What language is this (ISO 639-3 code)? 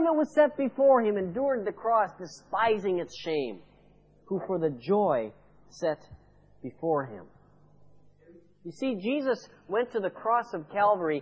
eng